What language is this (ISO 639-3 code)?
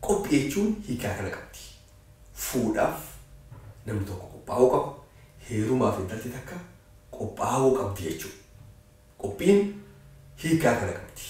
orm